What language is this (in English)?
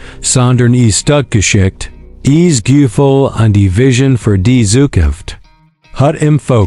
Swiss German